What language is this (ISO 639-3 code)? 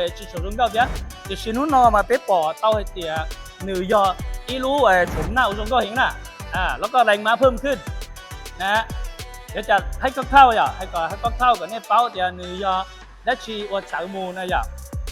hmn